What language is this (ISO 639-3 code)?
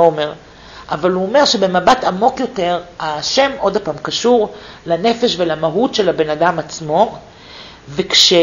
heb